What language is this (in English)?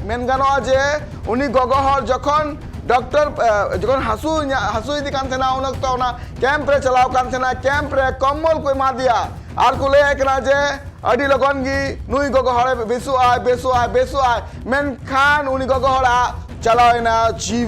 Santali